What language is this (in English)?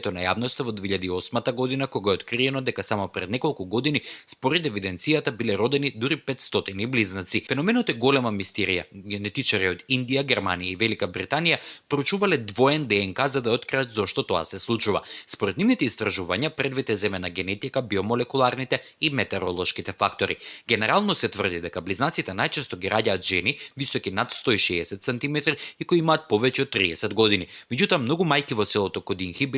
Macedonian